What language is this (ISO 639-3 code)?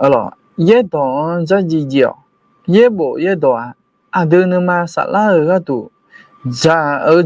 ahk